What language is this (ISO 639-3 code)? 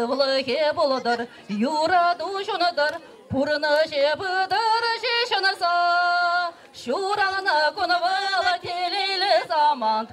chv